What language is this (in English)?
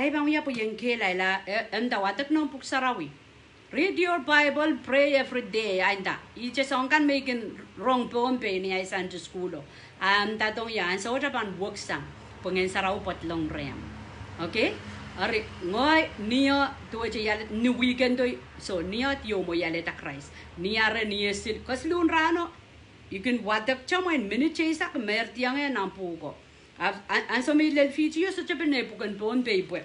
Pohnpeian